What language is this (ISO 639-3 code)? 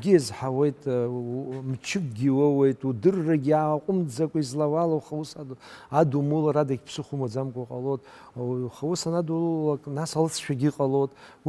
abk